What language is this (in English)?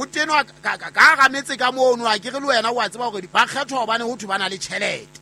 Southern Sotho